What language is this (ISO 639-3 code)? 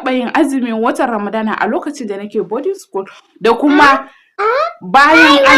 hau